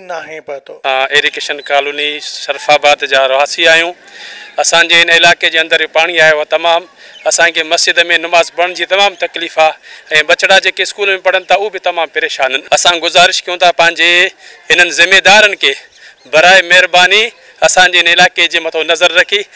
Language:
Sindhi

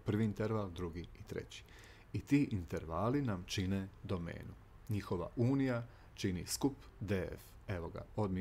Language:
Croatian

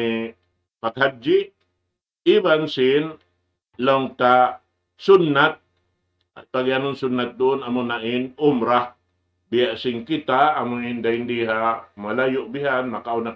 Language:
Tausug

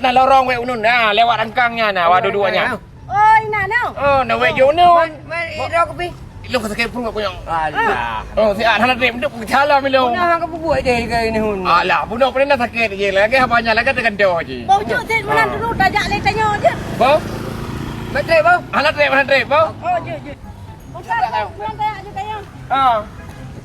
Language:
Achinese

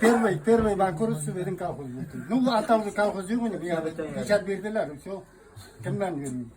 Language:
Tatar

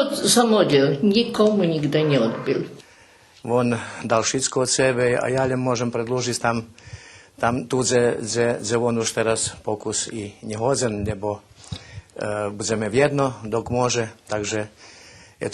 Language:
Rusyn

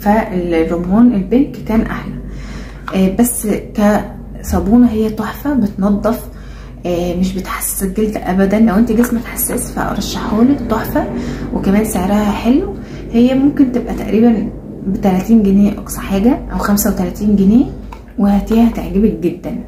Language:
Egyptian Arabic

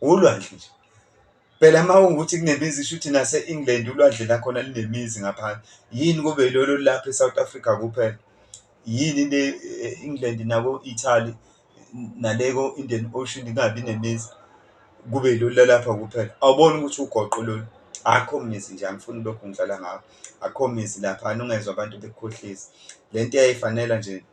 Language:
Zulu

